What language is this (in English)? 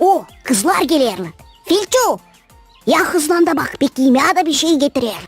Gagauz